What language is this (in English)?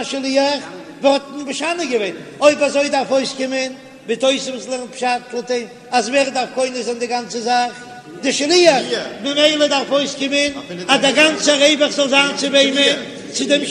Yiddish